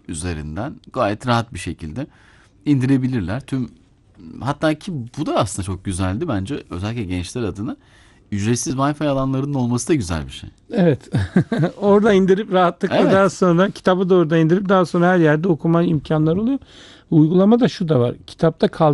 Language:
Turkish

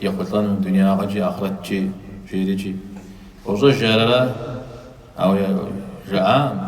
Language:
Kabardian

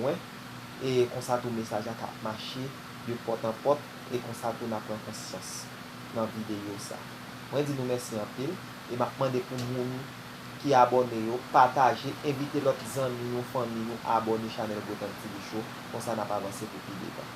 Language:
Haitian Creole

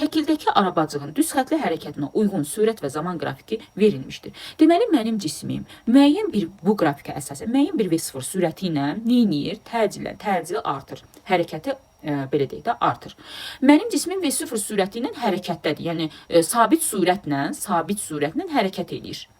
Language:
Azerbaijani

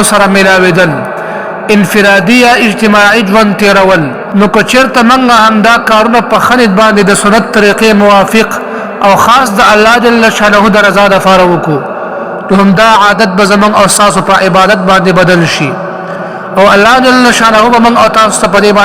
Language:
Pashto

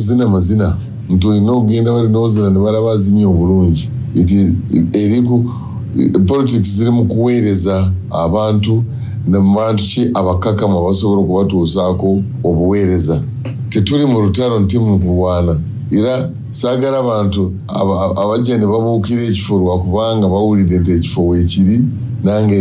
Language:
Soga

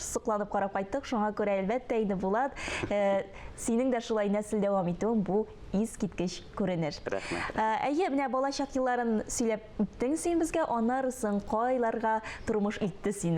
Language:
Tatar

